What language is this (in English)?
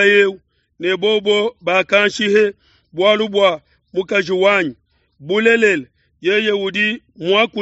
Luba-Lulua